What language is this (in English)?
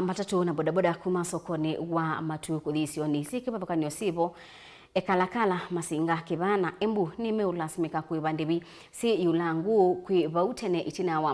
Kamba